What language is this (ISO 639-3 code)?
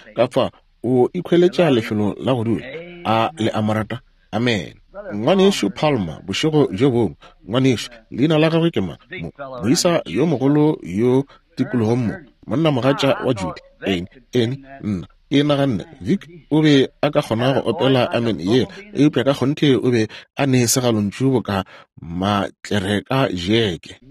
nso